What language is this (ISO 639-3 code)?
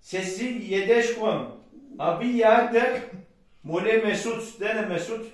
kbd